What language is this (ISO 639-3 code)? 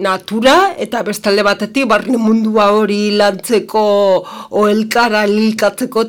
eus